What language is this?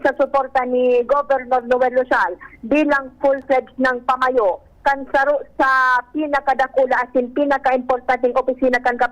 Bikol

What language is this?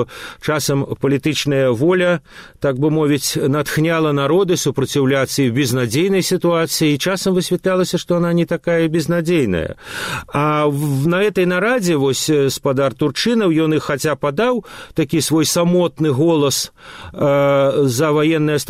Belarusian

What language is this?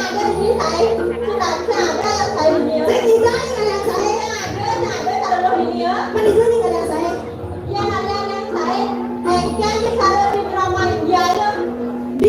Balinese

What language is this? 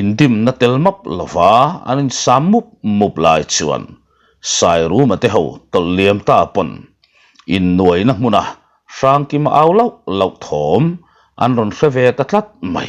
Mizo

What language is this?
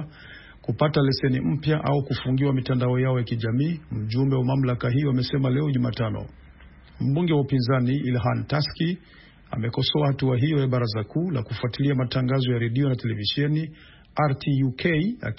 Swahili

